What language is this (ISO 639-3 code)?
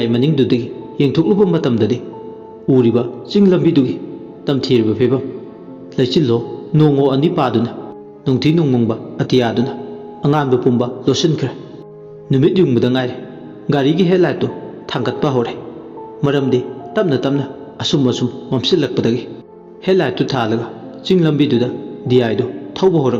mni